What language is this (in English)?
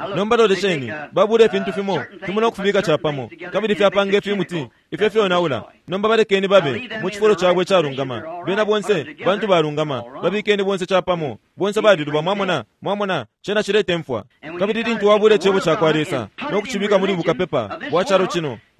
Bemba